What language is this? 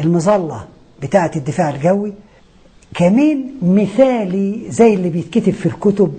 Egyptian Arabic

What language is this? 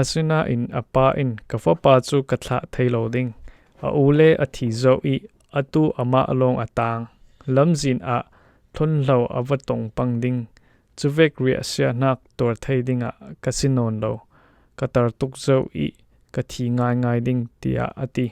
Falam Chin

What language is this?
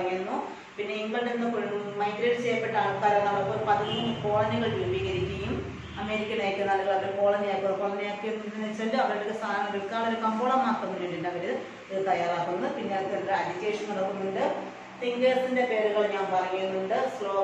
Malayalam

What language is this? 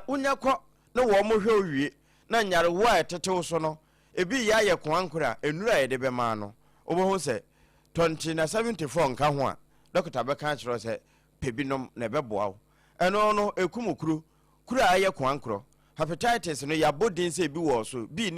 Akan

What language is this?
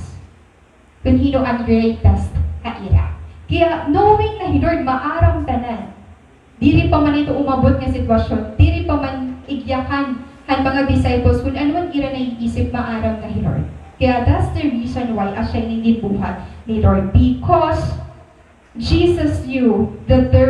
Waray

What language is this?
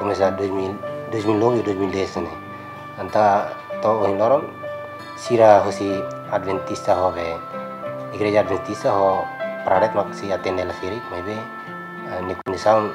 Tetum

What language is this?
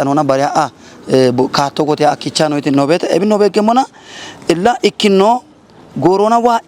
Kafa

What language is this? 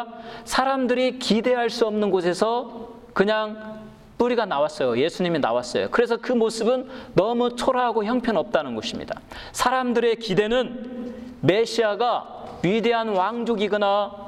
Korean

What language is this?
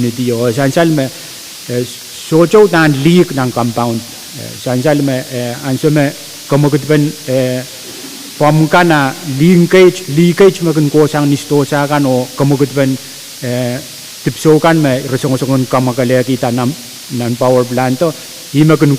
Pohnpeian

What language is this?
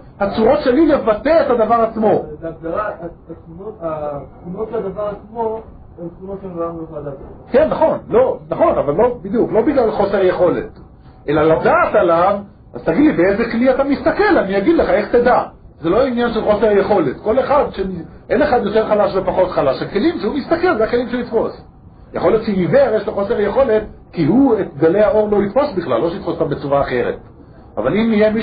Hebrew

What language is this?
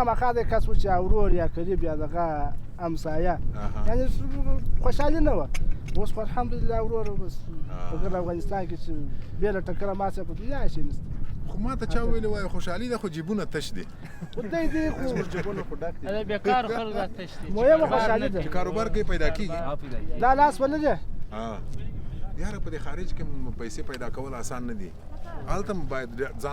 Pashto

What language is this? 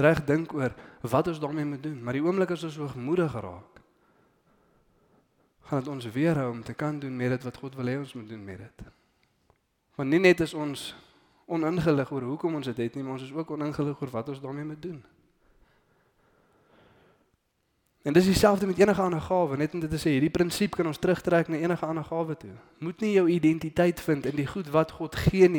Afrikaans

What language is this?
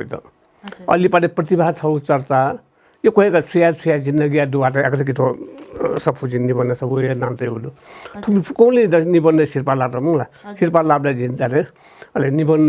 Newari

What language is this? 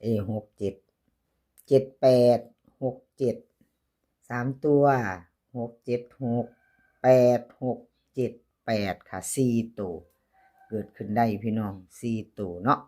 Northeastern Thai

